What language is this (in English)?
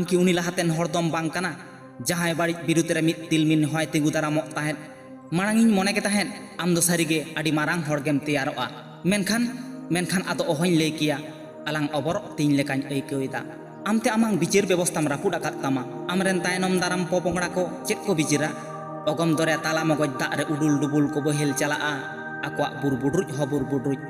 Santali